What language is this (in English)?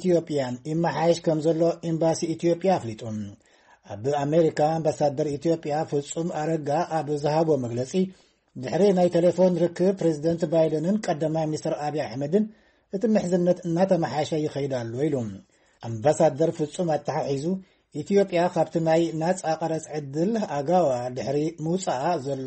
Tigrinya